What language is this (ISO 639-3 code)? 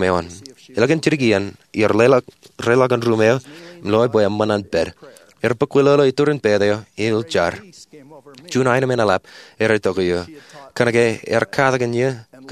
mah